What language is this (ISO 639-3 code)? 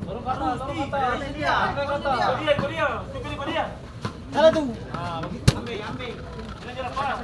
abs